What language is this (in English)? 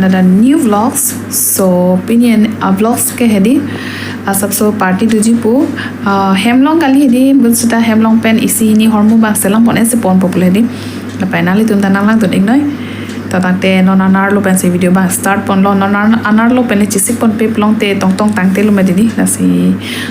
Karbi